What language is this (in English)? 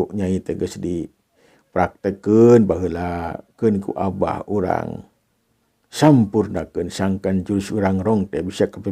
Sundanese